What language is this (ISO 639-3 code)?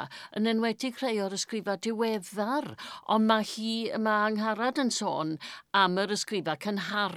cym